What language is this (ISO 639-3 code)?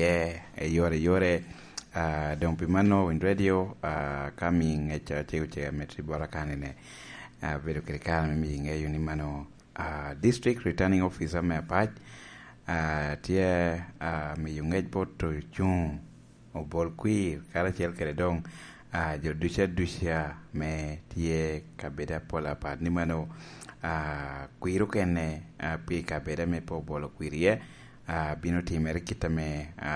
laj